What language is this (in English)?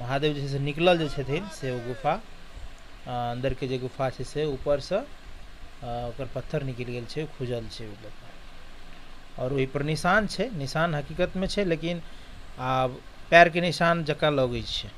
Maithili